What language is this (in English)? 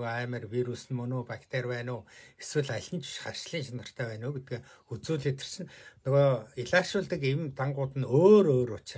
Mongolian